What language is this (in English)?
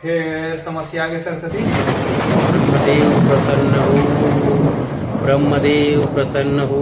Chhattisgarhi